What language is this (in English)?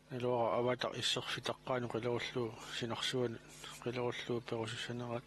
Kalaallisut